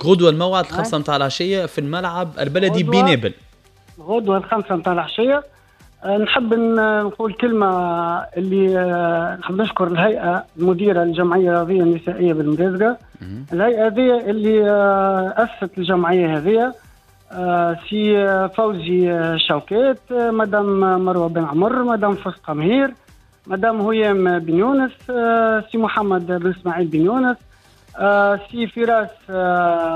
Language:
Tunisian Arabic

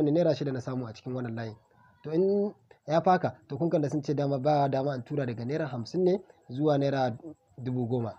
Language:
Hausa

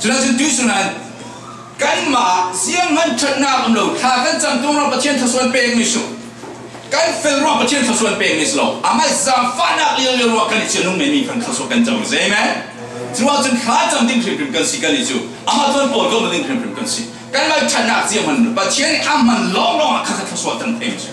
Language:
Falam Chin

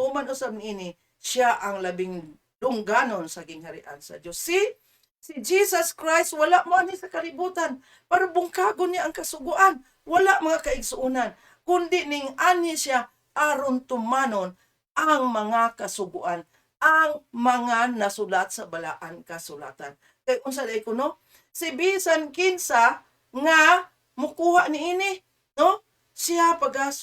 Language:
Cebuano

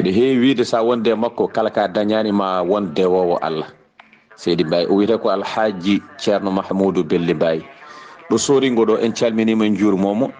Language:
Fula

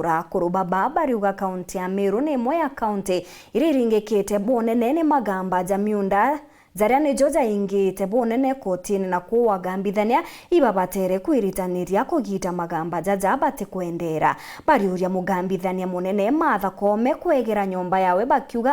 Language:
Meru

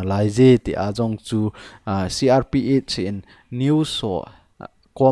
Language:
Thado Chin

